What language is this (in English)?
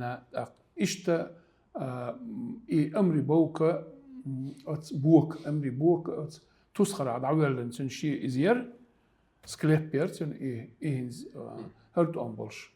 Chechen